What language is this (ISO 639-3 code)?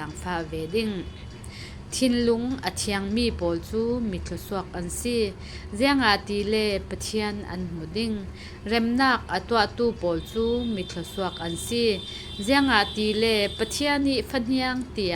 cfm